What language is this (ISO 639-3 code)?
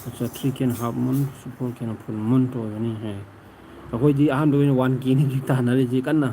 mni